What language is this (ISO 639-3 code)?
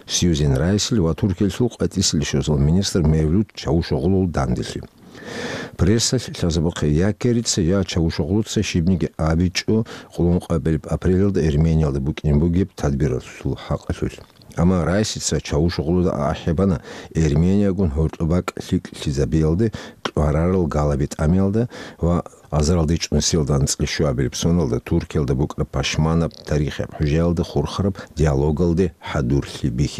ava